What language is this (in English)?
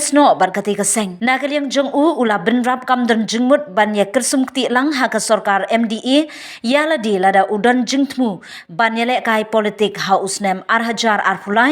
Khasi